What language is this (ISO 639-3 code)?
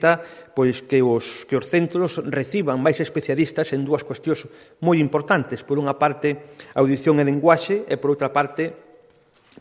glg